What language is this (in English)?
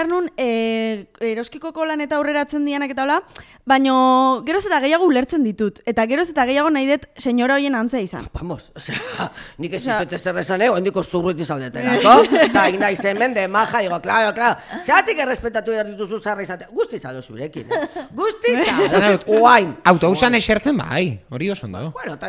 Basque